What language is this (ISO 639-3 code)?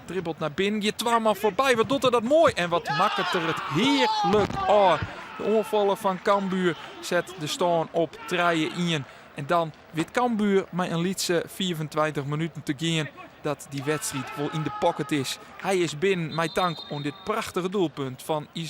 fry